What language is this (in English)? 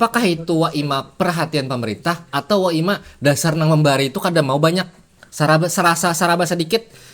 Banjar